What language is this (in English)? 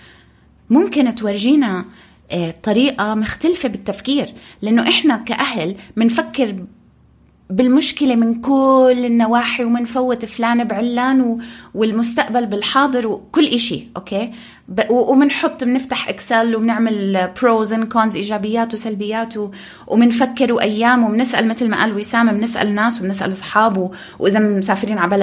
North Levantine Arabic